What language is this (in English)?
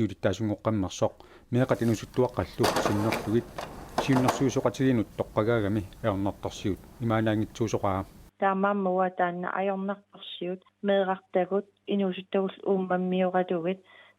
Kalaallisut